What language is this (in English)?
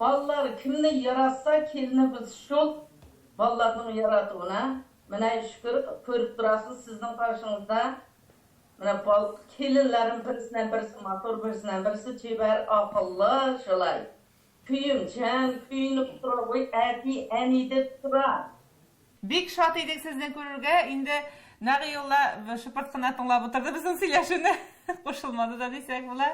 Tatar